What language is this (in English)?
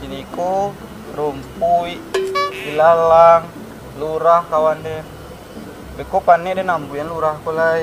Minangkabau